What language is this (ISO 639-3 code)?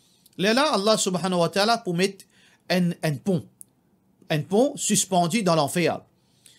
mfe